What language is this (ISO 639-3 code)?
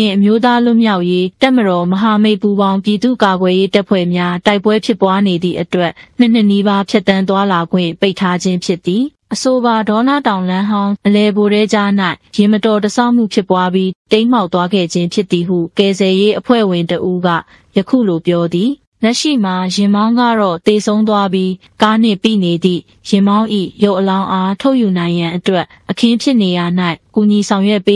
mya